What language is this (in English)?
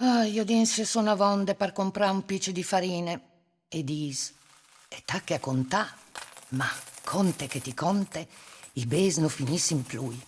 Friulian